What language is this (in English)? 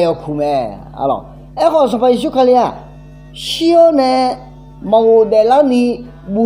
Akha